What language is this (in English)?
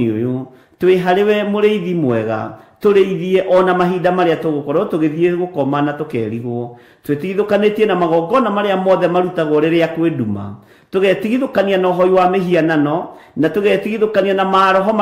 Kikuyu